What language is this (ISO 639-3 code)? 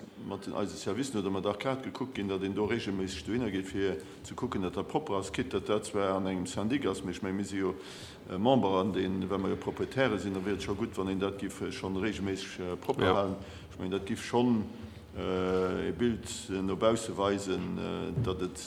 ltz